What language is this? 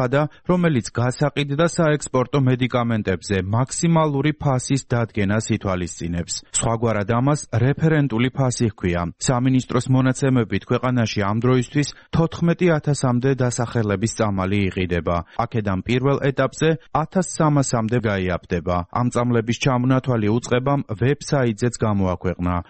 Georgian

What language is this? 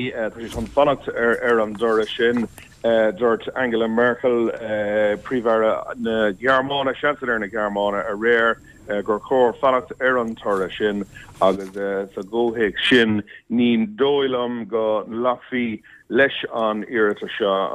Irish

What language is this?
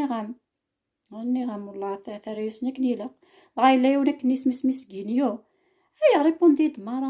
Kabyle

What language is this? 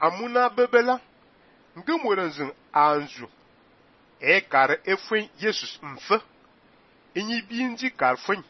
Fang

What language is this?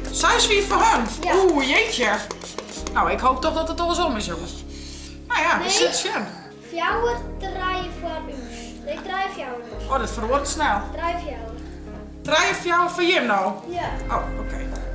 Western Frisian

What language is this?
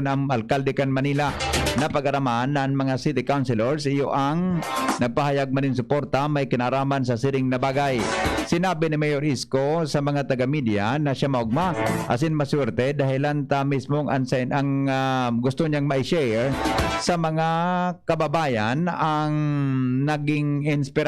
Bikol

